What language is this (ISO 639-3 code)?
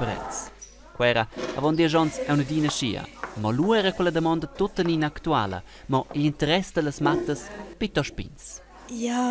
roh